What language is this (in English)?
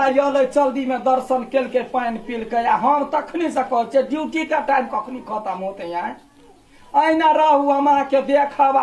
Maithili